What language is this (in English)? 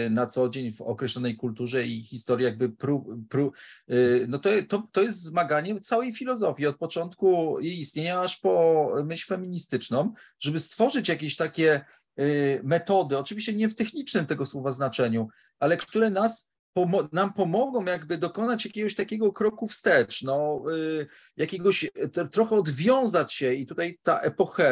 Polish